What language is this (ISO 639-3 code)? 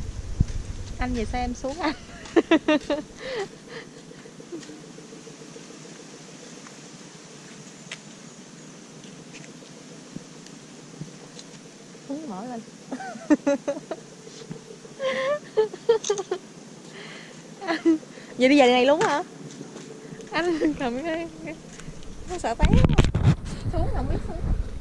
vie